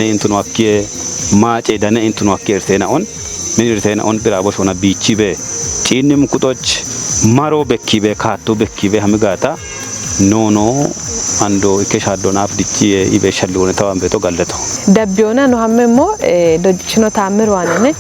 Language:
Kafa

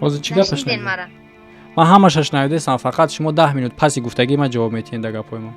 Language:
Tajik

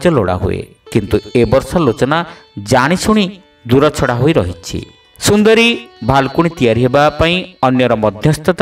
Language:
Odia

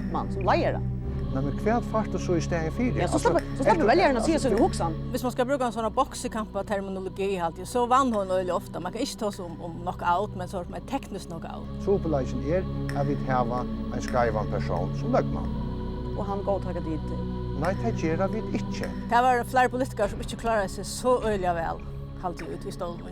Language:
Faroese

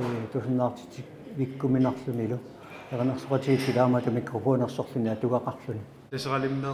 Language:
Kalaallisut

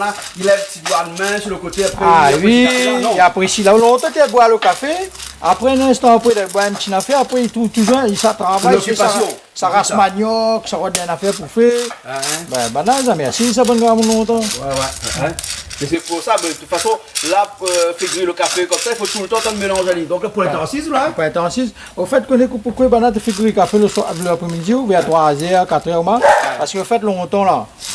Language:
Réunion Creole French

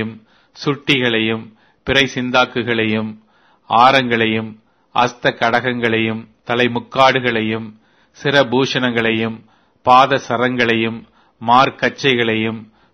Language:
Tamil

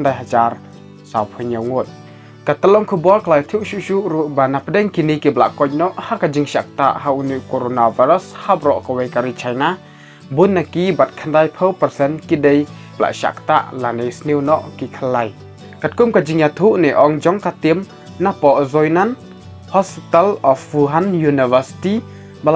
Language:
Khasi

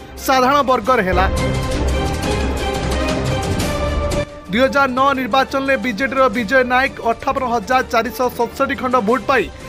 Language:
Odia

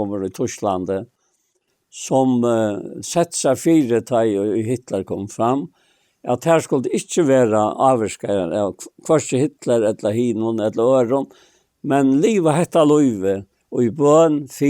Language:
Faroese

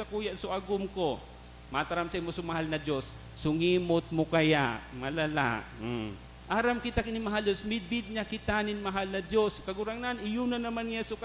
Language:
Bikol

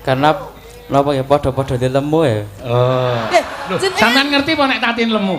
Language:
Javanese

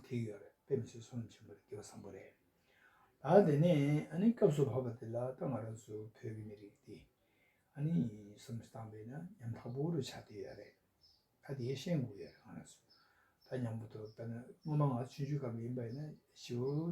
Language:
Tibetan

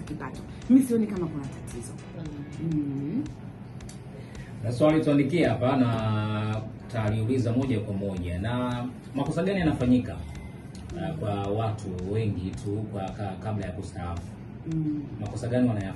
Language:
Swahili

